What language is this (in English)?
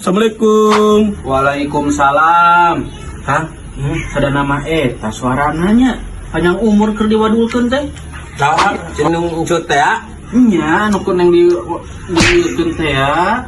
Sundanese